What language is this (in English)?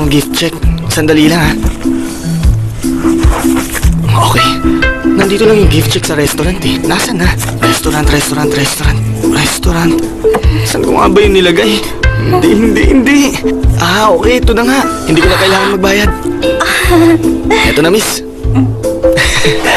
Filipino